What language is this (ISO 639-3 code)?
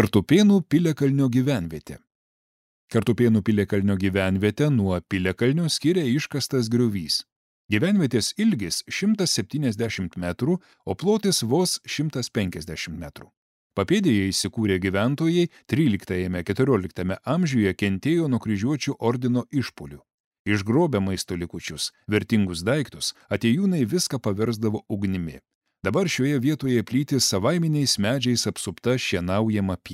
lit